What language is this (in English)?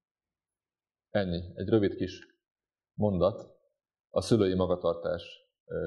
Hungarian